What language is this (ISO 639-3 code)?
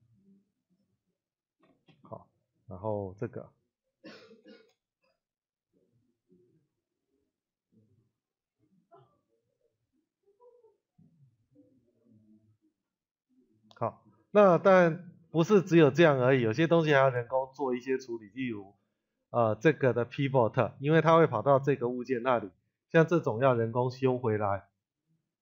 zho